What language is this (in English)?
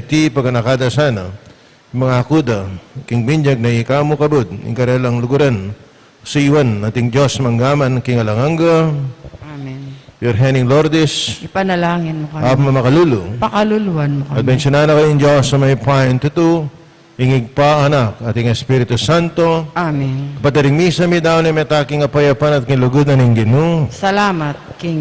Pampanga